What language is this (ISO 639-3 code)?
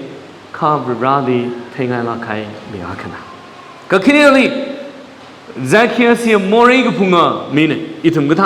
nmf